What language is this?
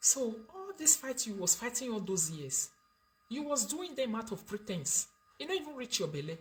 Nigerian Pidgin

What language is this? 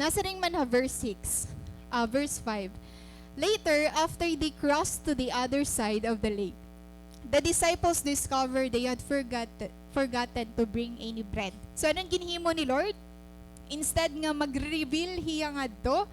Waray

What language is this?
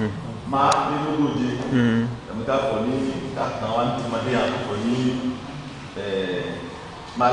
Ifè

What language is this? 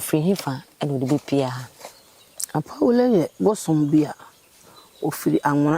Akan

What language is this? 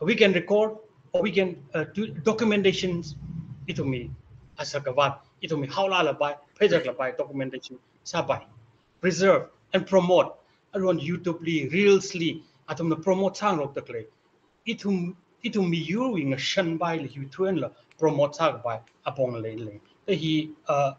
Tangkhul Naga (India)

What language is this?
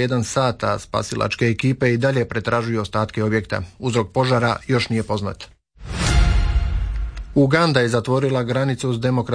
Croatian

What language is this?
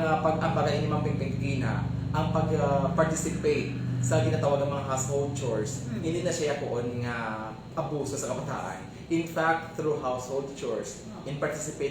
Hiligaynon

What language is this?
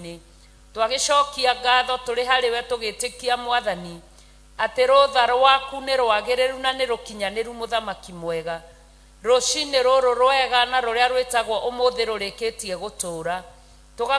Kikuyu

